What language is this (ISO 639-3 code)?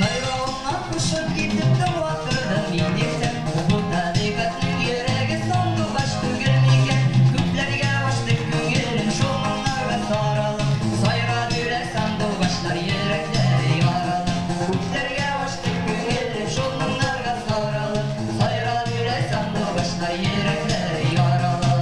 bak